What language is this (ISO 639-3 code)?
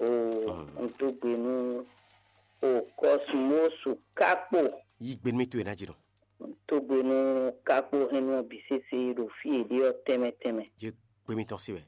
fon